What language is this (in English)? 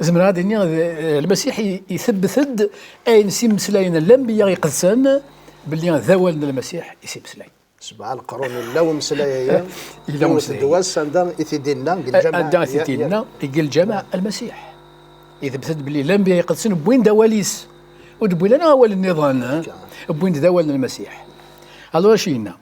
Kabyle